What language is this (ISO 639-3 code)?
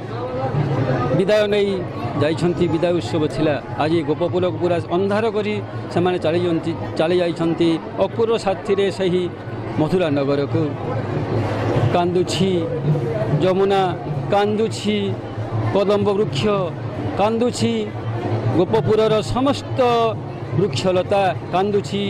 ori